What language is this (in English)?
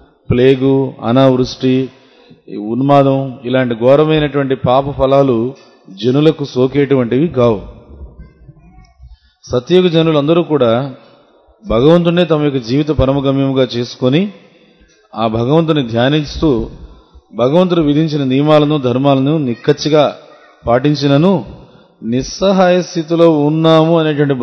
Telugu